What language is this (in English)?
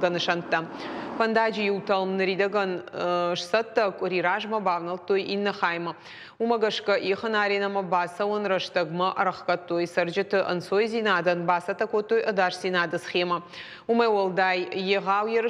Ossetic